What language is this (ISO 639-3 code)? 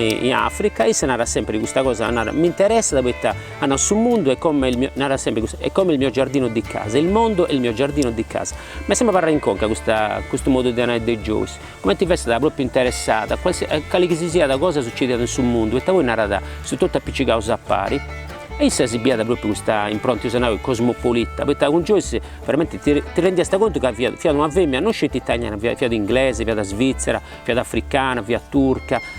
srd